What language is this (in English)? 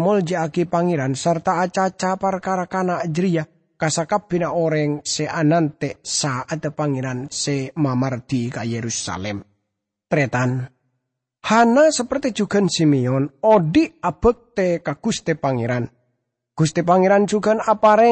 Madurese